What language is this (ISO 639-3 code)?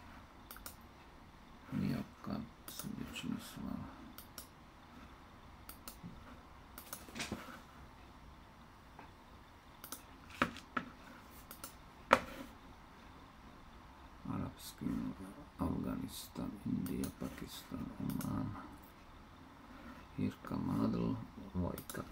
slk